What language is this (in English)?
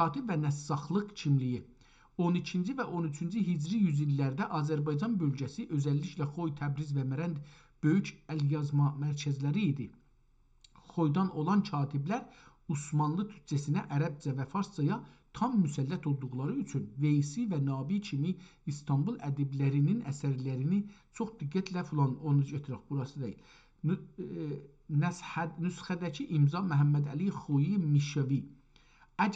South Azerbaijani